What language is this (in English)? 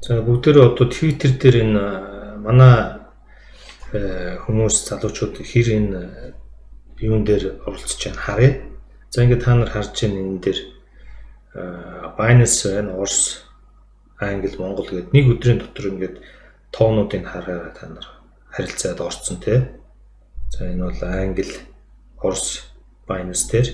Mongolian